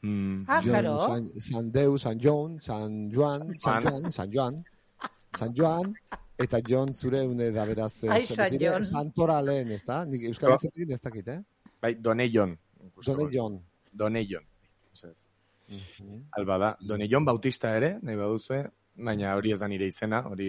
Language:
Basque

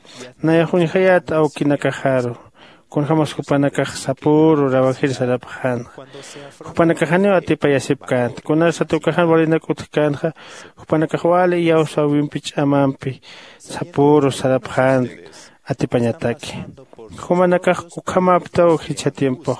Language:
Aymara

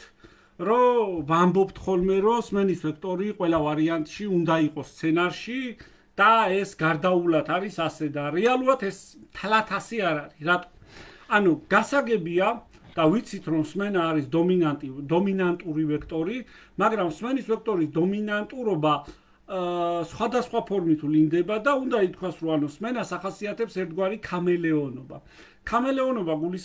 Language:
Georgian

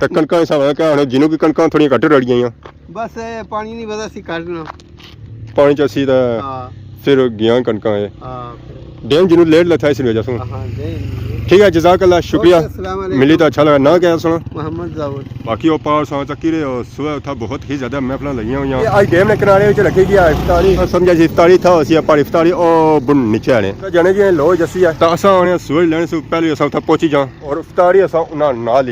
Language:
Pahari-Potwari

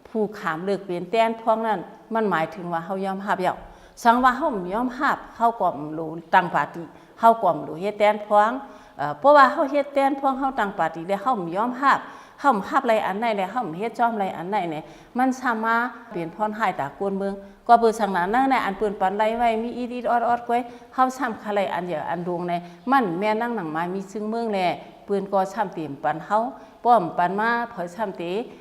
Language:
Shan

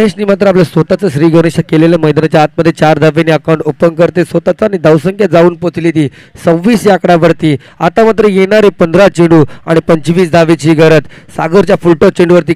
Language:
Marathi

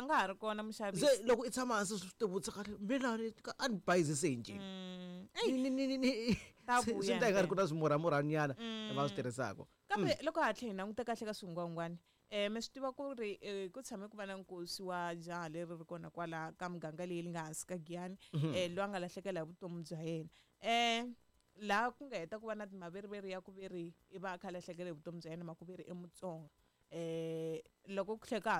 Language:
Tsonga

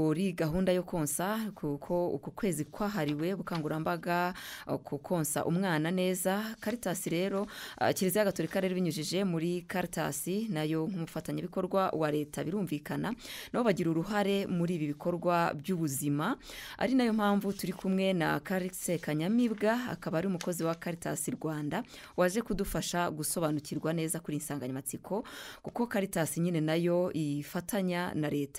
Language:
Kinyarwanda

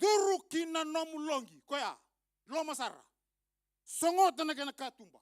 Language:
Fijian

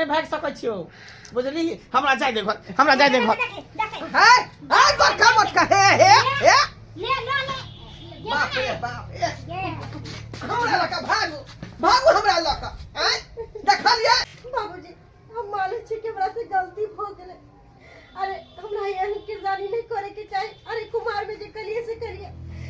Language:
Maithili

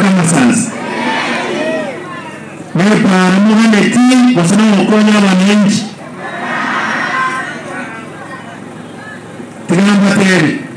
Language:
Swahili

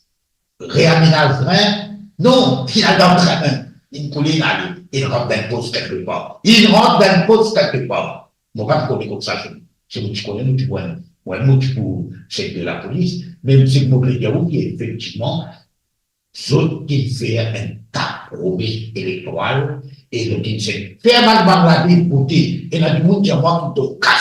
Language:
Morisyen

